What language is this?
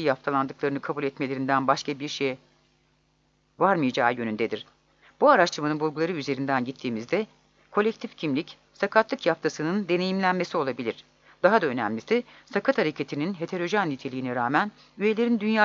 Turkish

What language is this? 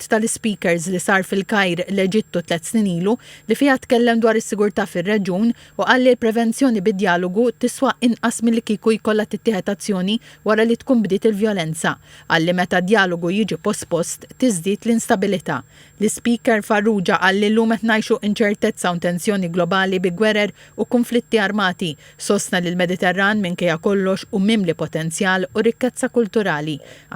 Maltese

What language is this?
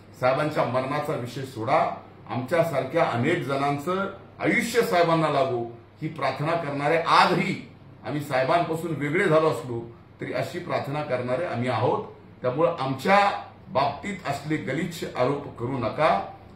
Marathi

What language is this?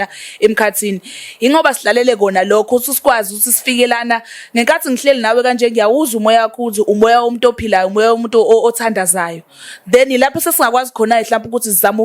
Zulu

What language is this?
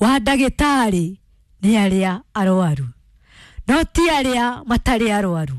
Kikuyu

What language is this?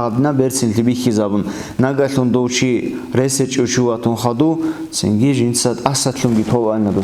Avaric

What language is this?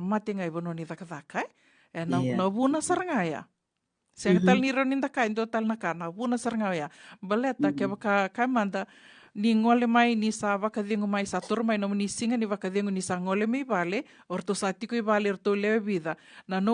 Fijian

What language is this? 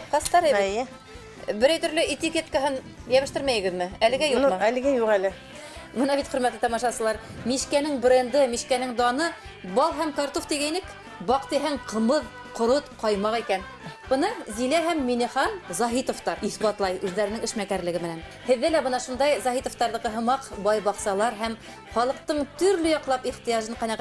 Bashkir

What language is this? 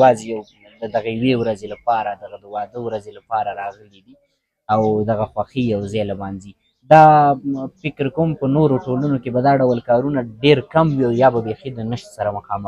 Pashto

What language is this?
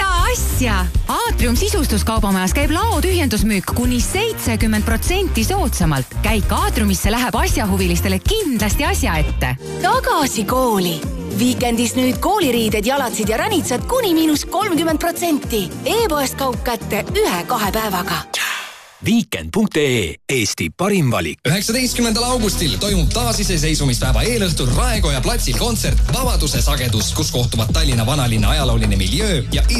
Estonian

